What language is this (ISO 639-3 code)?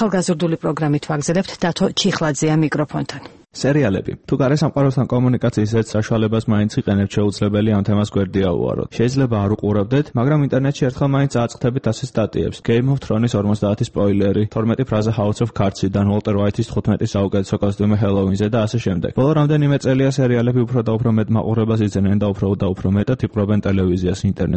kat